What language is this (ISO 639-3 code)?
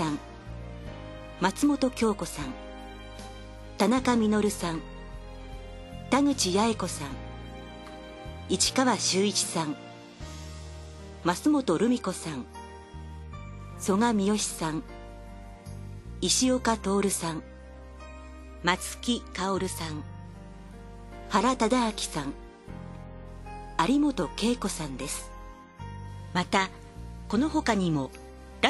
jpn